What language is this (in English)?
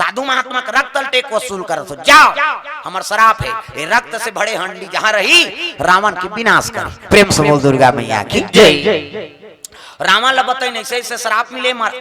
Chhattisgarhi